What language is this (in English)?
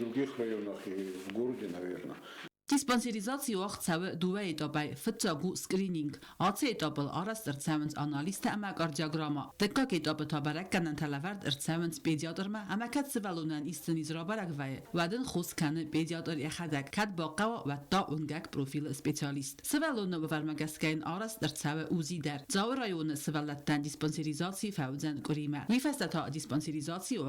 Ossetic